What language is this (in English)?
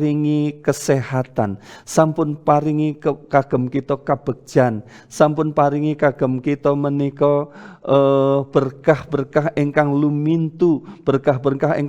Javanese